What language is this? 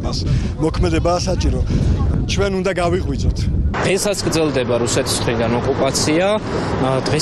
Georgian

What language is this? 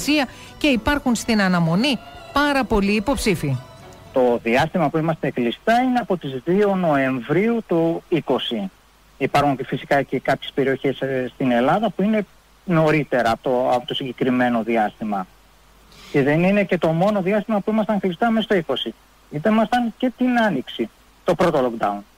Greek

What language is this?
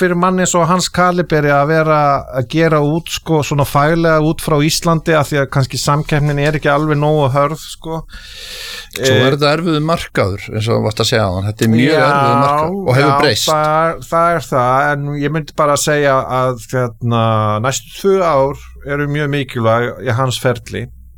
Icelandic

